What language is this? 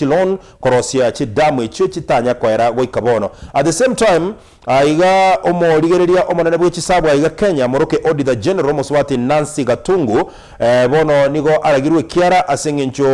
Gusii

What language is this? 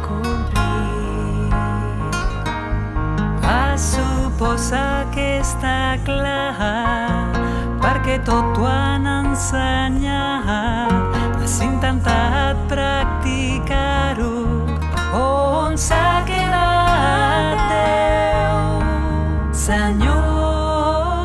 Catalan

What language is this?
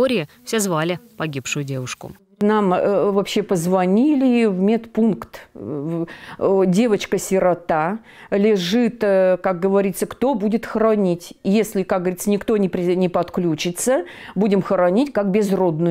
Russian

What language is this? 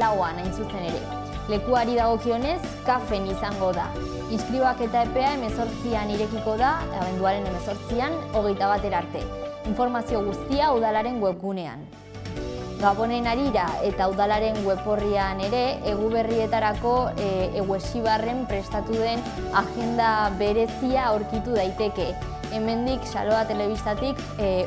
Basque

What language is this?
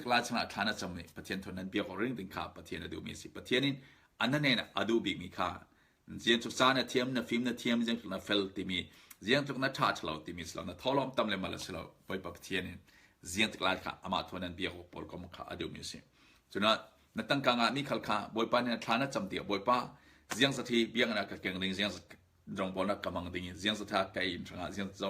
Falam Chin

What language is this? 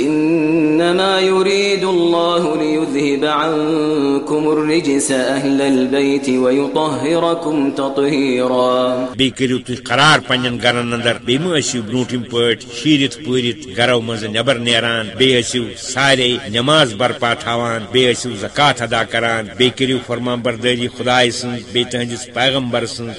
Kashmiri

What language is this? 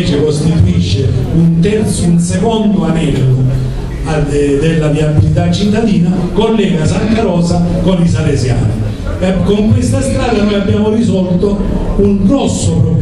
Italian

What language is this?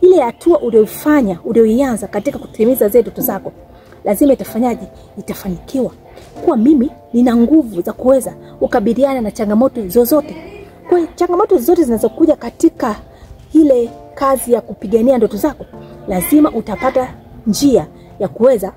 Swahili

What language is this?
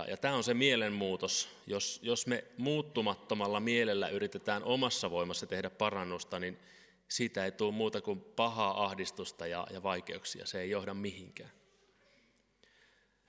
Finnish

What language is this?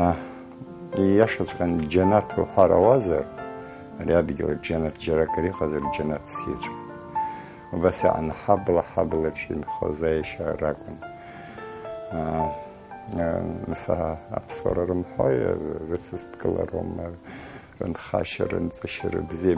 Abkhazian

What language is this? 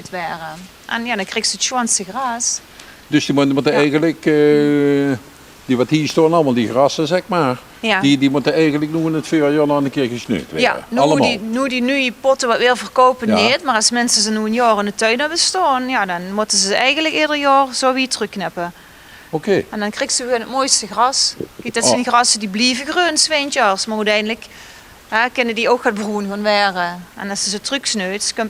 Limburgish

